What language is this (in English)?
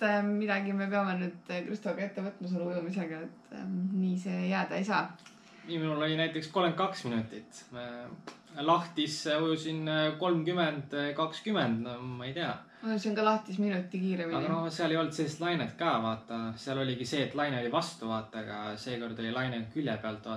Estonian